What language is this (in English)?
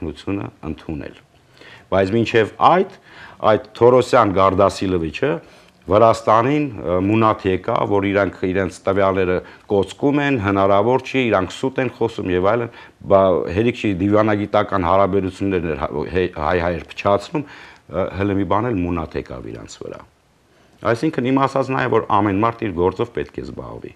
Armenian